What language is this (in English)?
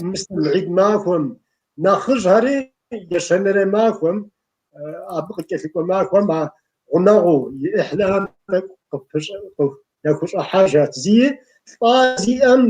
Kabardian